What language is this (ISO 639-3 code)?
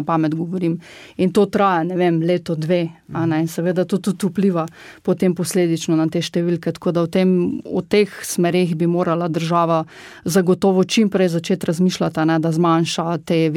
slv